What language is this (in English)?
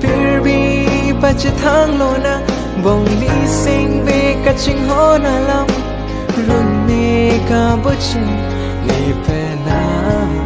Karbi